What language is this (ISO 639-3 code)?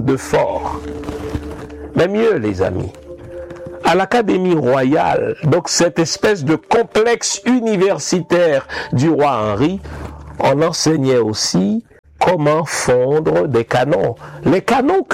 fra